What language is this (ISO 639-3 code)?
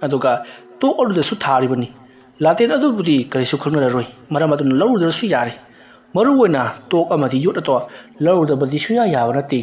mni